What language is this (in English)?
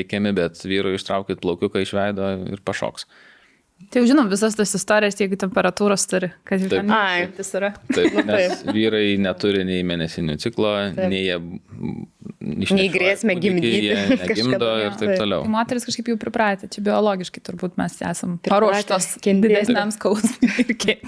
Lithuanian